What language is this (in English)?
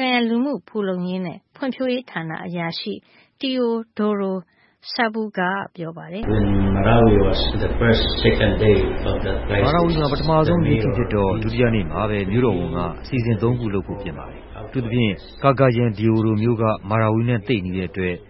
Burmese